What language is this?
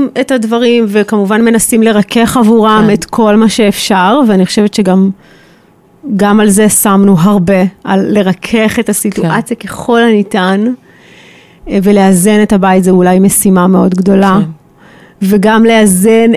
Hebrew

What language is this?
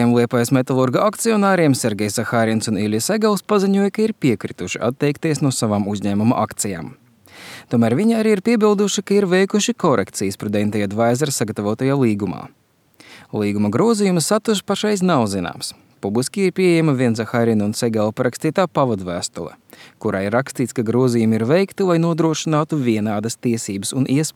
Latvian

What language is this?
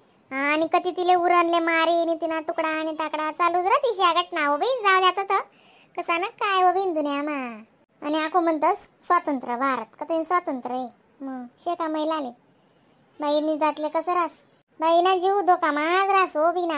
Khandesi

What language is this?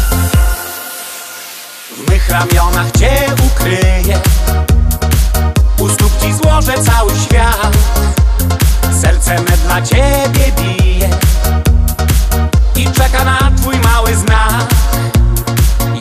Polish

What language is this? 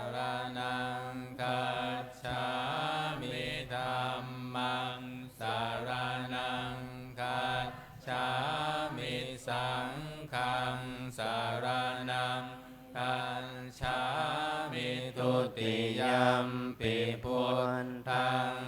Pali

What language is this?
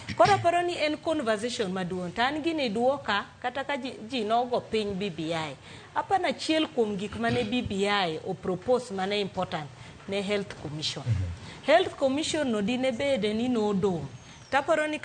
Luo (Kenya and Tanzania)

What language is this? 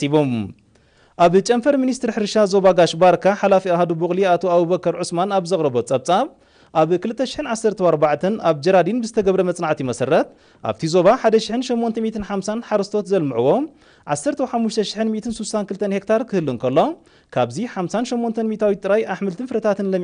Tigrinya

